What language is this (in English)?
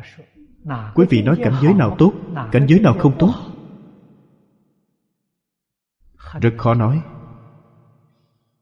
Vietnamese